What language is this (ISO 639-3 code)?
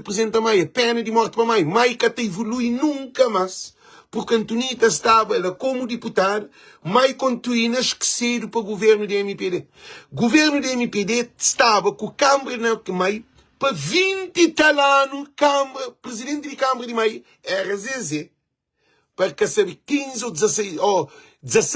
kea